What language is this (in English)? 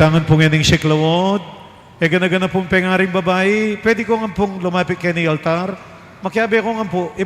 Pampanga